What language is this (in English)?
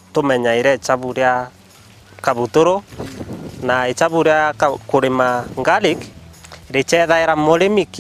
Meru